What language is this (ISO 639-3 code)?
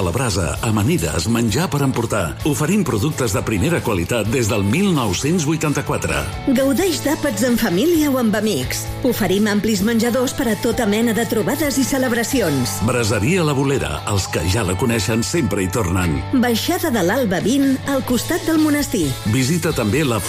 cat